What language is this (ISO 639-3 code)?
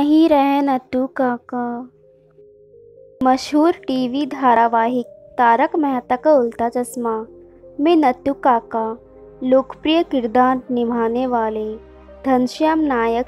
hin